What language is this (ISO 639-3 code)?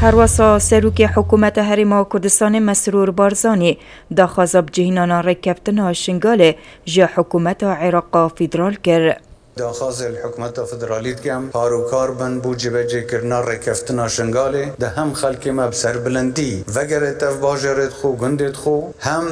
kur